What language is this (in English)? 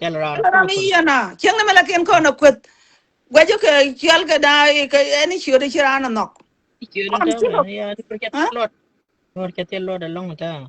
Nuer